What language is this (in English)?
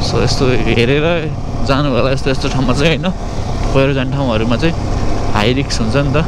Nepali